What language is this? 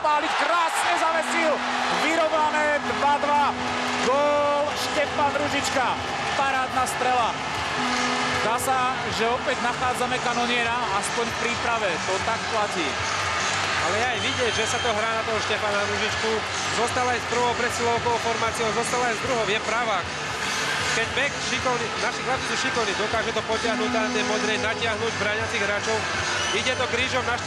Slovak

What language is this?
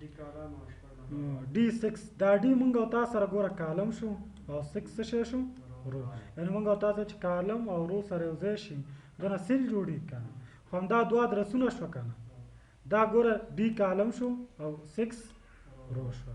Pashto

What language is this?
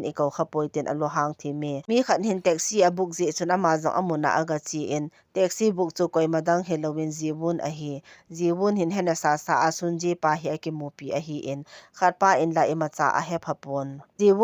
Thado Chin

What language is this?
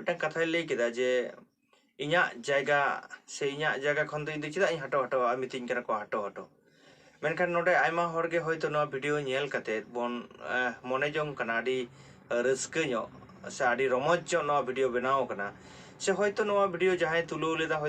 Santali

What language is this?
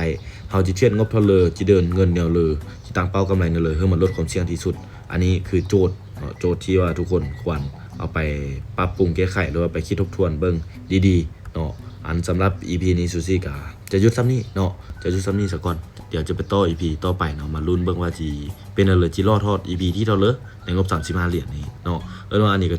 Lao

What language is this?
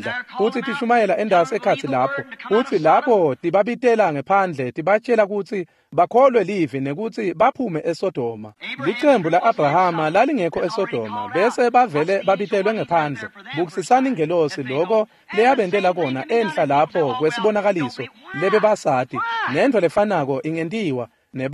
Swati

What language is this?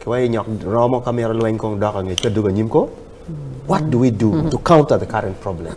Acoli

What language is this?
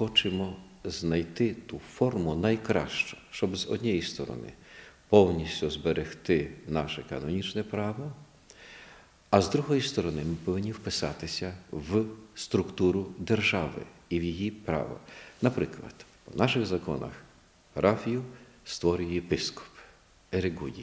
Ukrainian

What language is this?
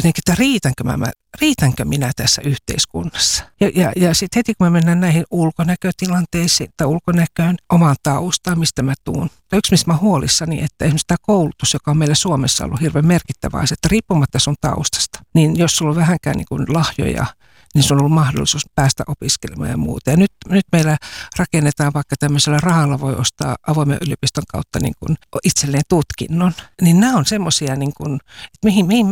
Finnish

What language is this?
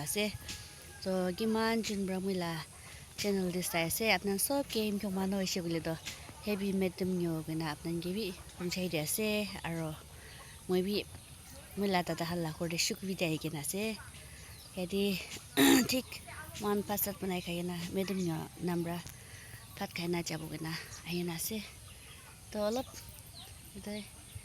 Naga Pidgin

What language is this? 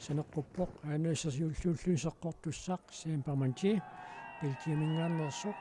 Kalaallisut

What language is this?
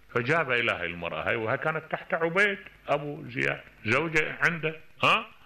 Mesopotamian Arabic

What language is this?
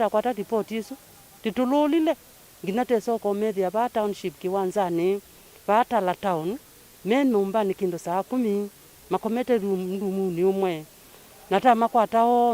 Kamba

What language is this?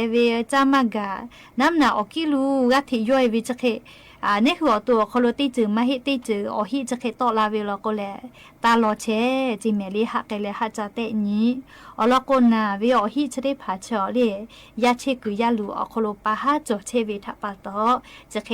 Lahu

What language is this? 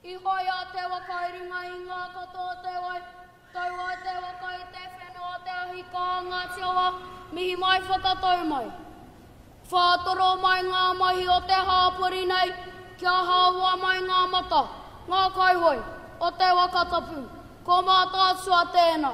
Māori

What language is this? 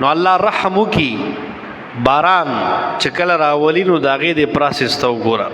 Pashto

